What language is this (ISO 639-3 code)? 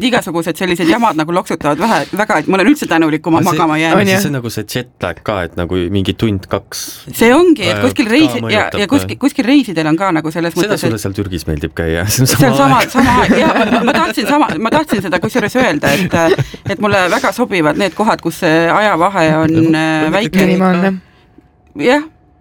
est